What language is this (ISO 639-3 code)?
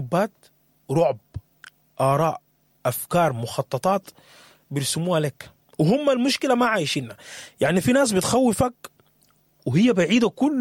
apd